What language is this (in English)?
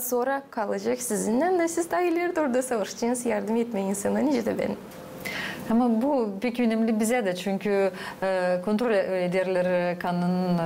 Gagauz